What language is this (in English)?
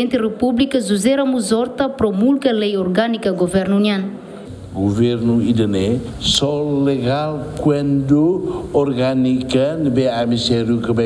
Tetum